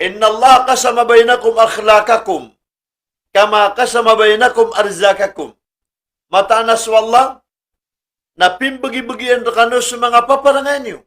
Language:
Maranao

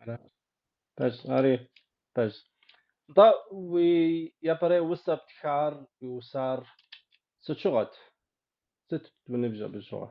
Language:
Kabardian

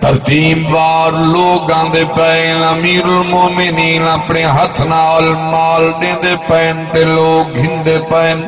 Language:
Saraiki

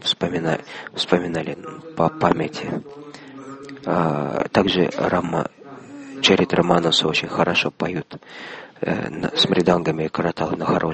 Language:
Russian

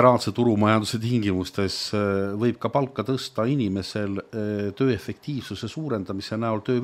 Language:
Estonian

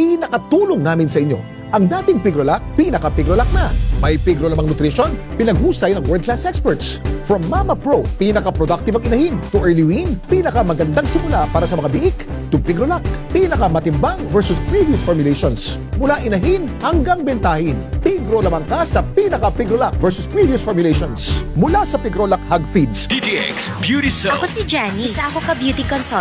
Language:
Filipino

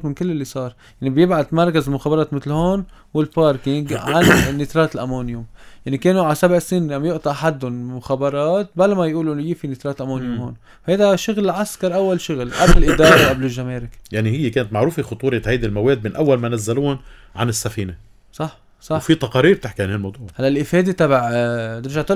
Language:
North Levantine Arabic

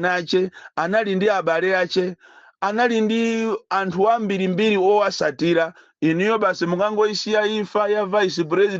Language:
Nyanja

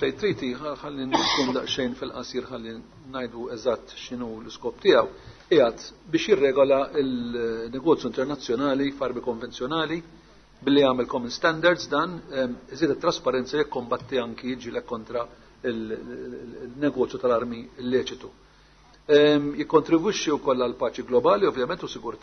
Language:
Maltese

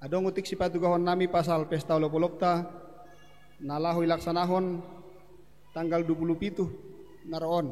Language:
Batak Simalungun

